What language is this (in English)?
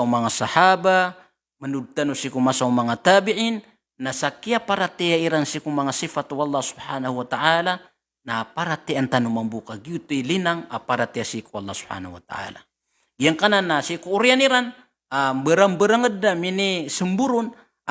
Maranao